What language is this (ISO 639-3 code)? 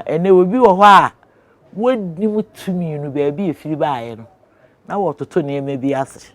aka